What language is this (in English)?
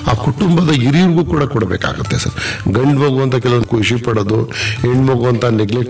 Kannada